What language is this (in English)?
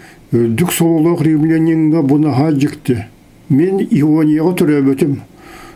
Yakut